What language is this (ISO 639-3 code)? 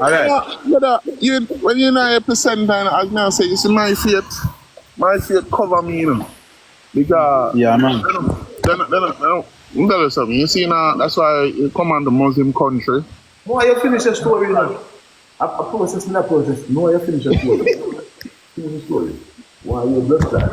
jam